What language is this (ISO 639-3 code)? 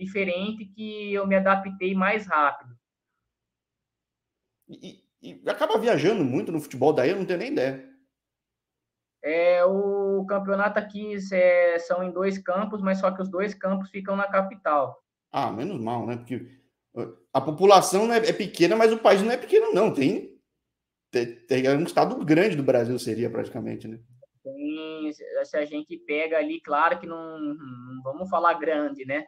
por